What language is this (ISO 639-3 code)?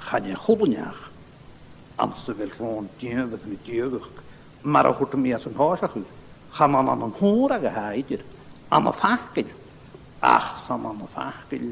gla